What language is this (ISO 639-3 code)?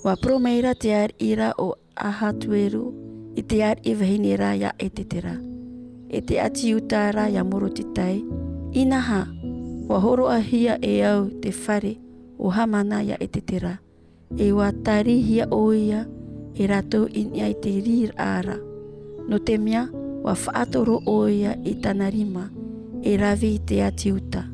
tah